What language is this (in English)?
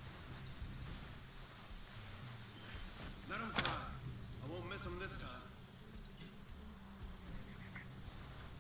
English